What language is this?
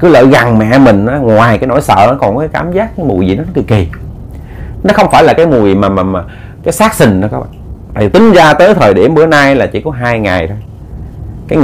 Vietnamese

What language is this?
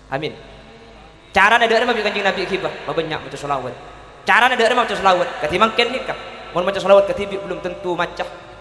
Madurese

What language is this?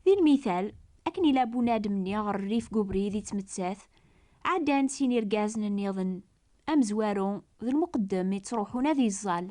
Kabyle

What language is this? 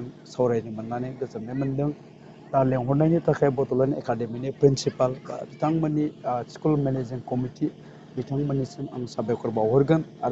Bodo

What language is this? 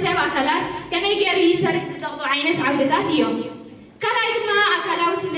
Tigrinya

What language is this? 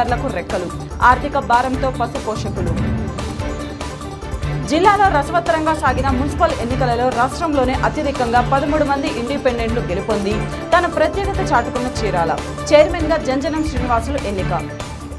Telugu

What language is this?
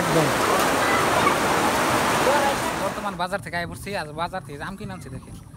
Bangla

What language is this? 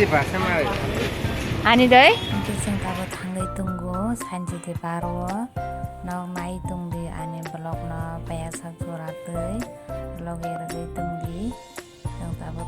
Kok Borok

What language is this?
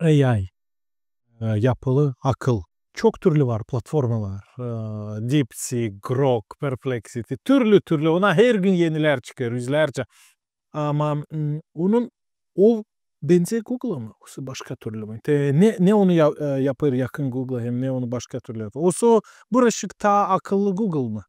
Gagauz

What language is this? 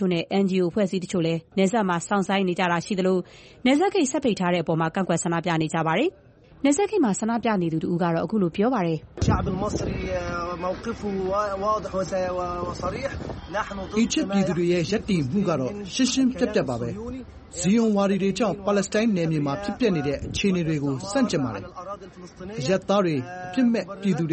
Burmese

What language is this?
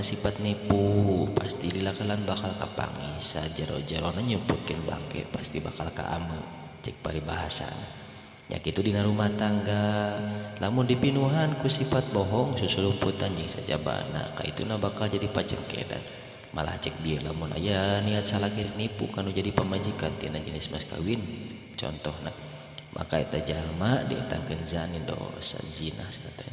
Sundanese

